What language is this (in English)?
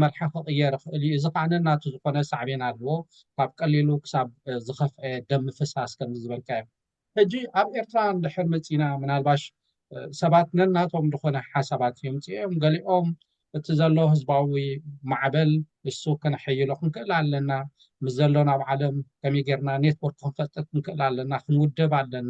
Tigrinya